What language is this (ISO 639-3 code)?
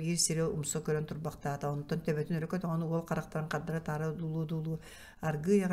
sah